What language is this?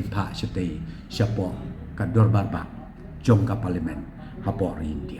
Khasi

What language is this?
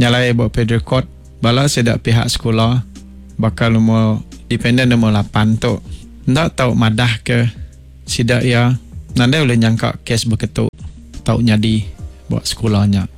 Iban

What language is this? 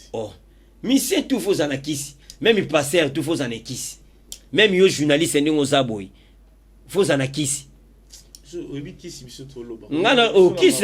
Lingala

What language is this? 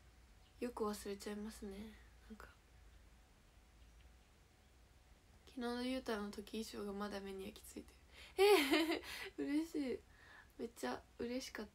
Japanese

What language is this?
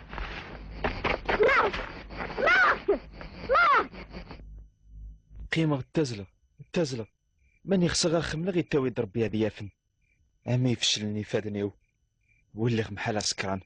Kabyle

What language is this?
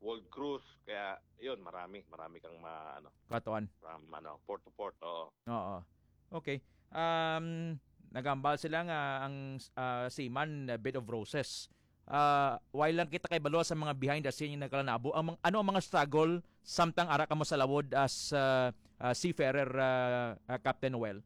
Hiligaynon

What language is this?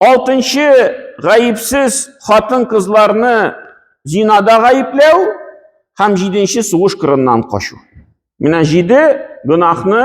Tatar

